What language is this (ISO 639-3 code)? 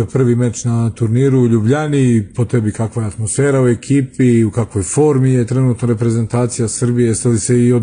srp